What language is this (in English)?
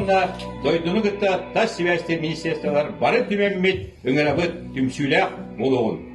Yakut